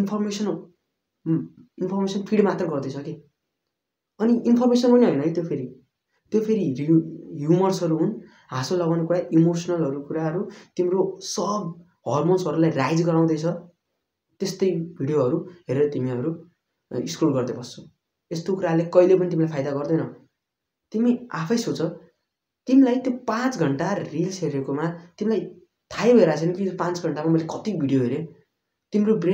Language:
Nepali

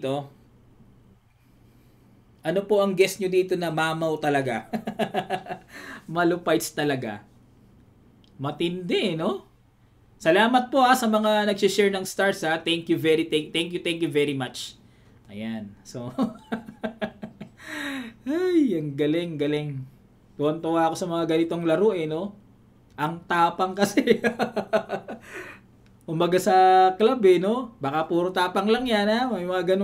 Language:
Filipino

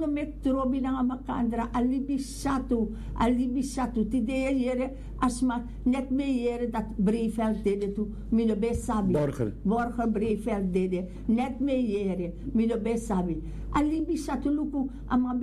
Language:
Sranan Tongo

